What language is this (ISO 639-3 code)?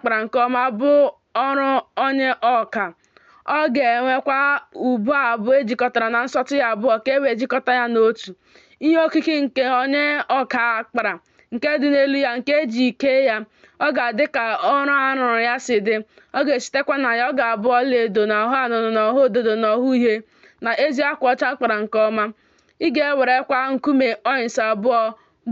ibo